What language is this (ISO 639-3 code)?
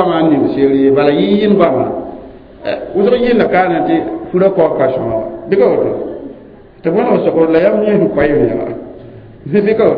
mos